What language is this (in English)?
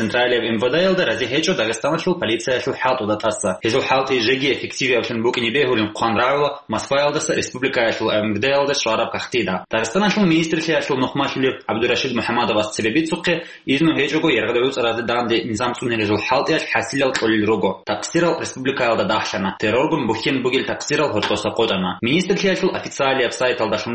Avaric